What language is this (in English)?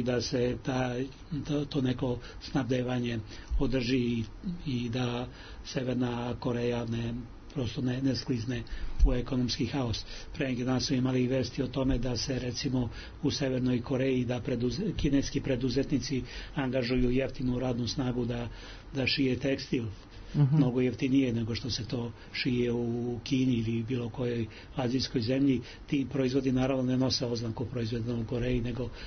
Serbian